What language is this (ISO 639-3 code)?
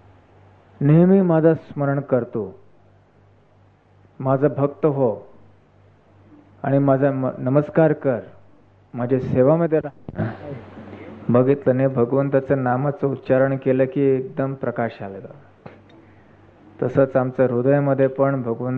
mar